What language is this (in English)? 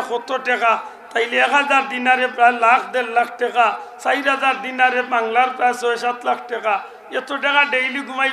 Sylheti